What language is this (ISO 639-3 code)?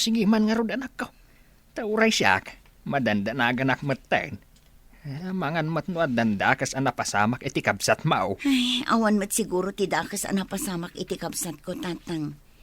ilo